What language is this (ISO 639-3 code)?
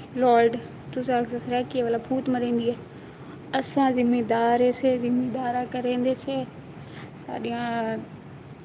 skr